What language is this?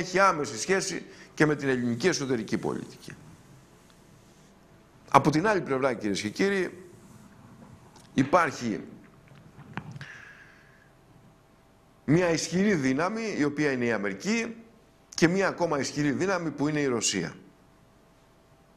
Greek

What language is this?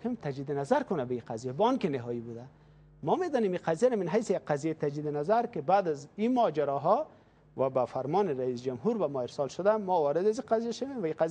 Persian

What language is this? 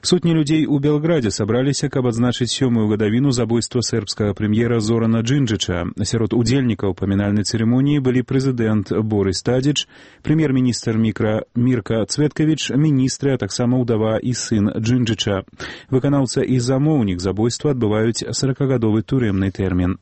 Belarusian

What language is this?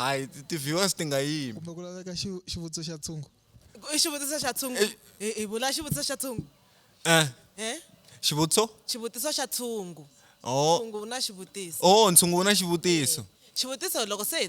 Tsonga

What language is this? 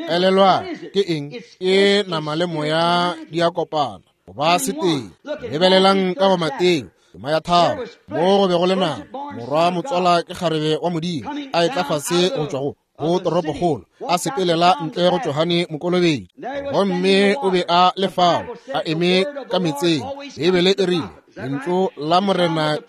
Northern Sotho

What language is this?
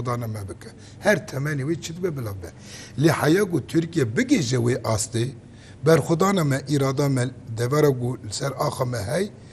Kurdish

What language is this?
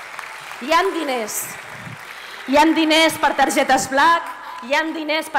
Catalan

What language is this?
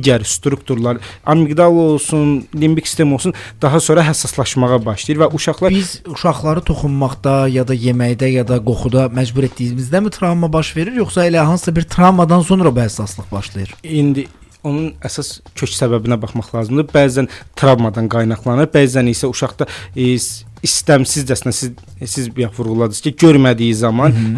Azerbaijani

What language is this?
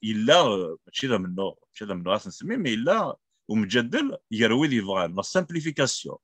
Kabyle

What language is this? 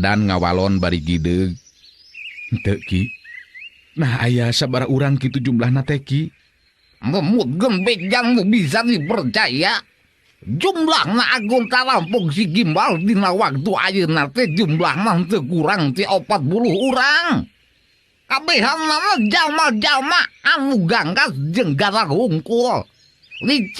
Sundanese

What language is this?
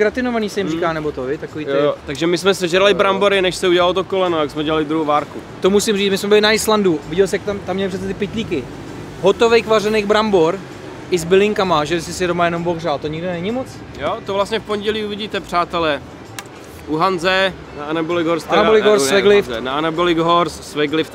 Czech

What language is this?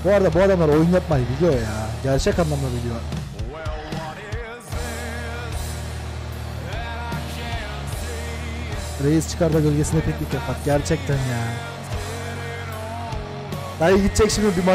Turkish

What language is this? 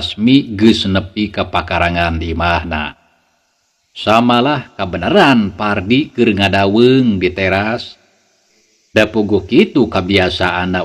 Sundanese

